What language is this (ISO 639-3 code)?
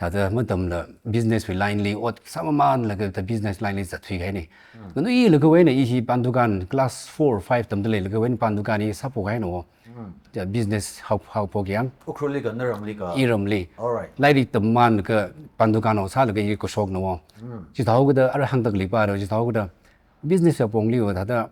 nmf